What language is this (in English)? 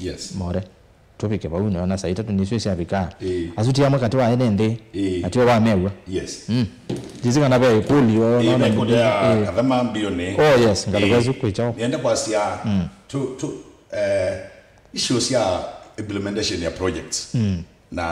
Kamba